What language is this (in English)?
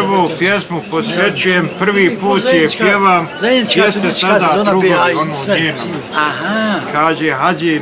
Bosnian